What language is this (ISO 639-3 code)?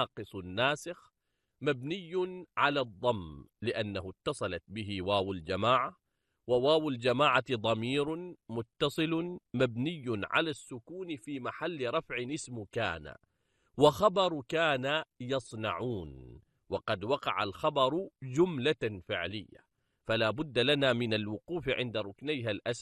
ara